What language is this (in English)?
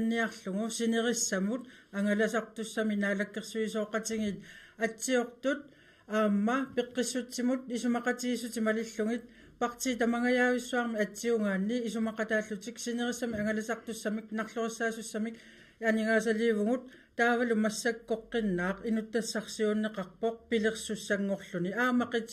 Kalaallisut